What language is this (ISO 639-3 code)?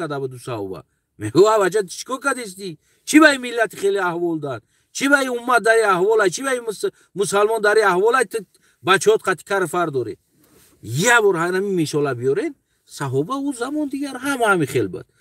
tgk